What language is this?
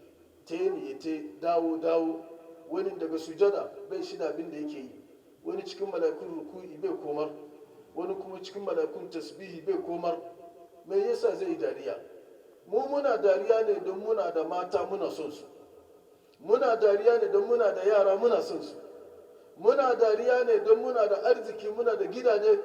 Hausa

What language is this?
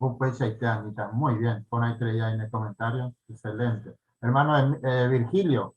Guarani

